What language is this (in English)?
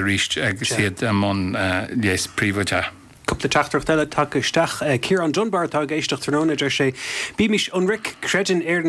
Irish